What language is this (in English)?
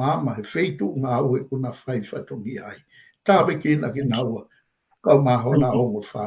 Tongan